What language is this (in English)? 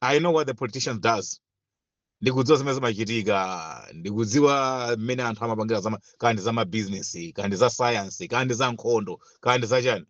Nyanja